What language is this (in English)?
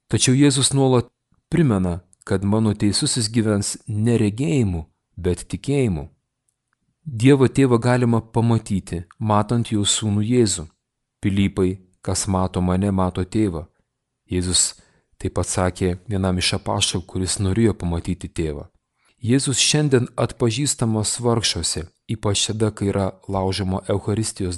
Lithuanian